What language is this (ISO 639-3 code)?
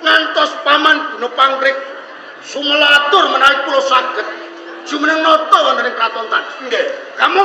jav